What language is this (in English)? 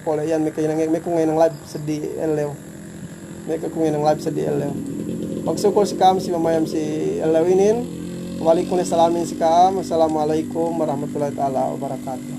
Yakan